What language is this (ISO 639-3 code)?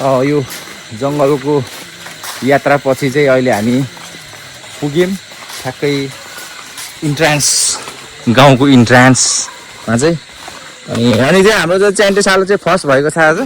nep